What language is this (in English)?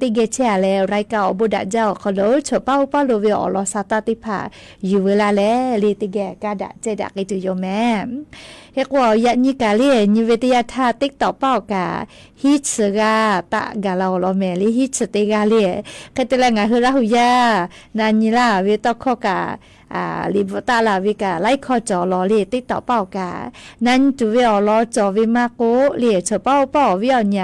Lahu